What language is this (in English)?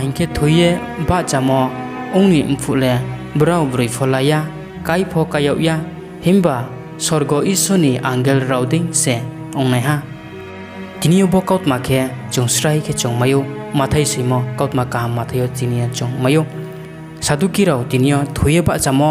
Riang (India)